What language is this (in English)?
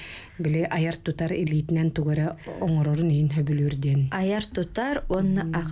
Yakut